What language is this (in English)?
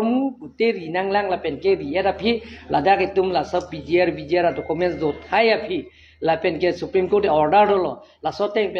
Karbi